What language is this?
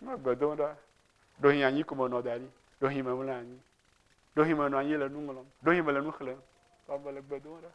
Ewe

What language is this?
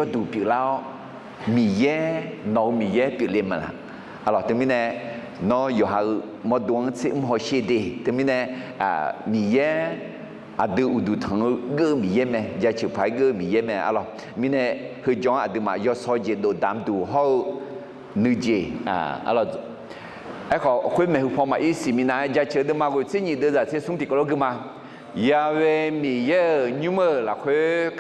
Akha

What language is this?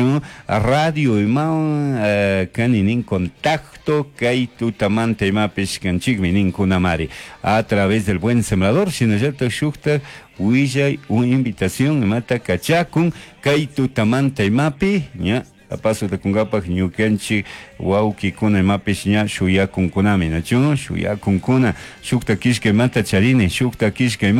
Chimborazo Highland Quichua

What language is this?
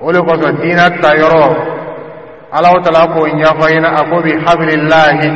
Dyula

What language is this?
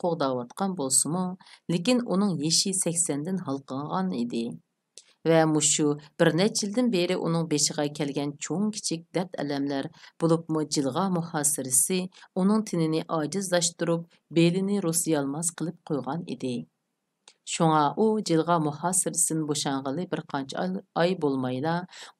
Uyghur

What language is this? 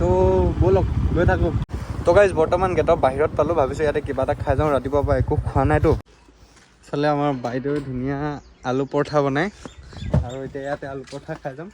Assamese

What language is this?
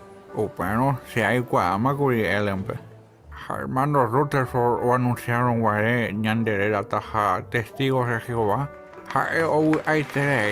Guarani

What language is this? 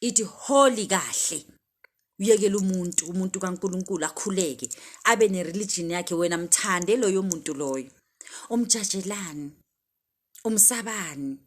Zulu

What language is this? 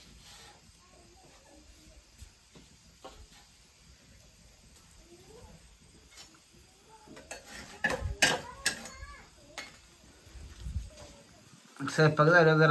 Marathi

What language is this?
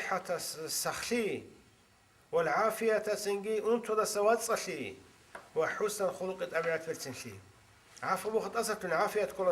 Avaric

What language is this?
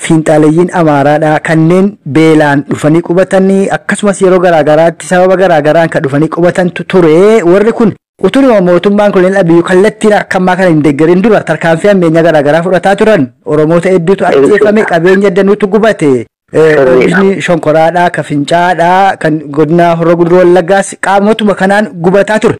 Oromo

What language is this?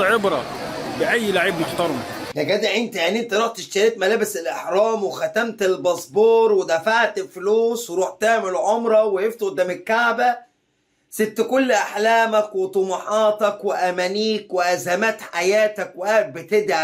Egyptian Arabic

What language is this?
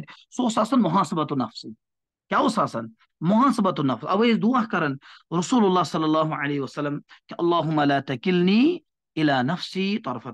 Kashmiri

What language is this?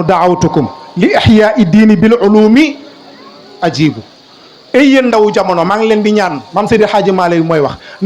Wolof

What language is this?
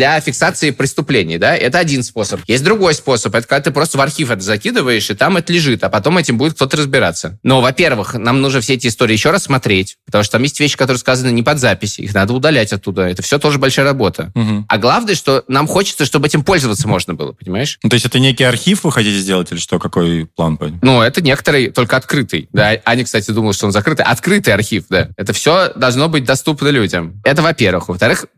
Russian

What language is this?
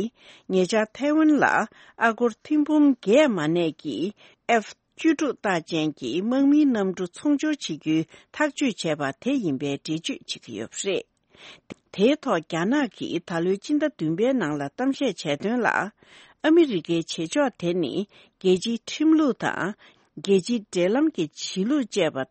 Tibetan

